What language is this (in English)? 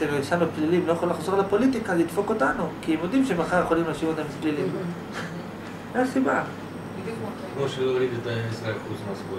Hebrew